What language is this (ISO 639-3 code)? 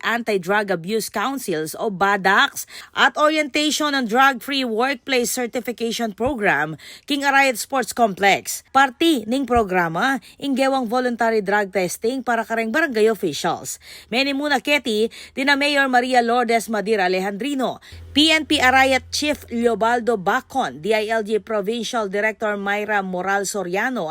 pam